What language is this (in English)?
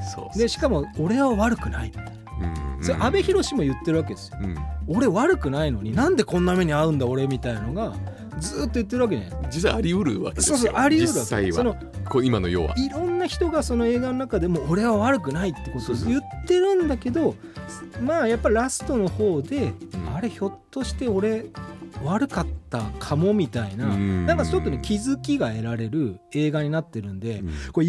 Japanese